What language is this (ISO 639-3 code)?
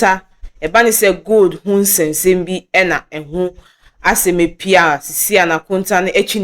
aka